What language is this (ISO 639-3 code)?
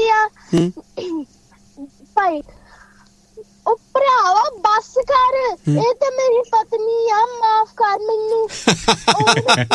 pan